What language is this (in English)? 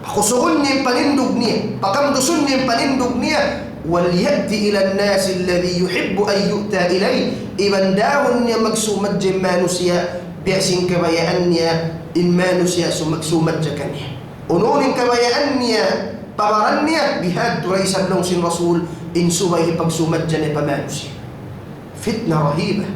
Tausug